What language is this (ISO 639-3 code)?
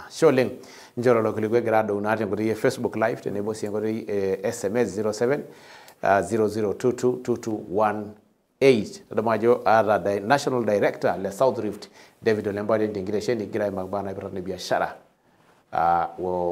mas